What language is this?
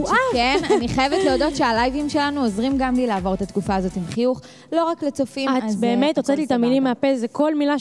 Hebrew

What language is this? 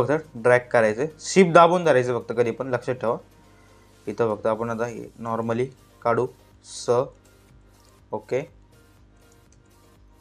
Marathi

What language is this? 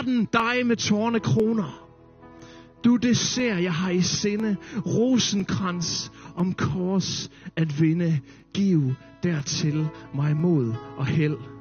Danish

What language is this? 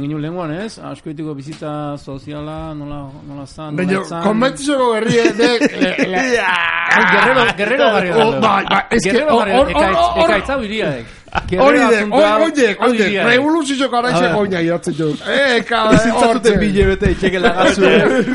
Basque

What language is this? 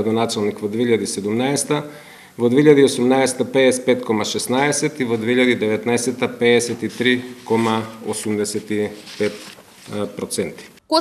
Macedonian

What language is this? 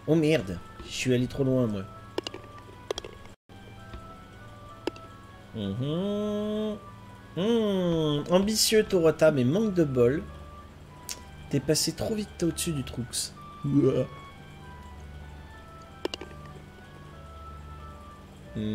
French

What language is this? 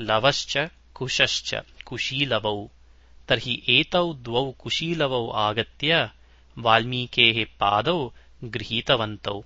Sanskrit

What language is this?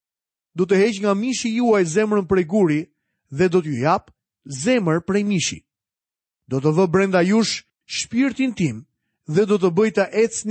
Albanian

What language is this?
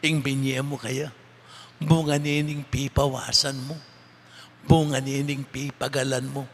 Pampanga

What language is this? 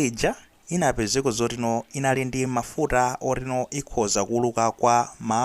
Nyanja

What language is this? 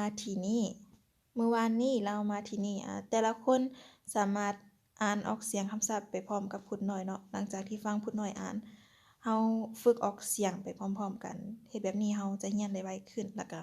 Lao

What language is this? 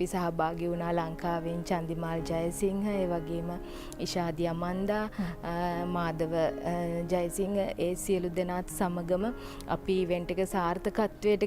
Sinhala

